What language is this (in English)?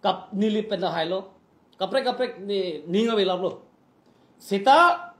Karbi